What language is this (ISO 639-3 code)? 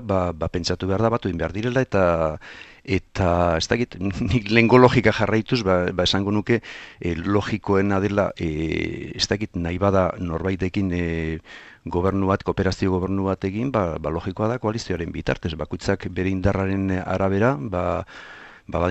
eus